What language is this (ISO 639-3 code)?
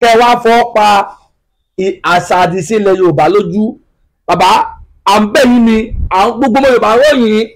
yor